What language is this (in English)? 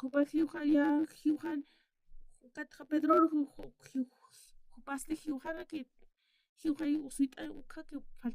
Aymara